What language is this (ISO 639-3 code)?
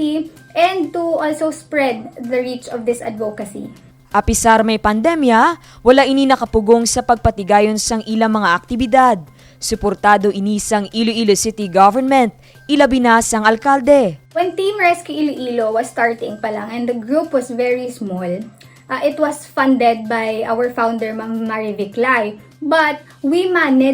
hil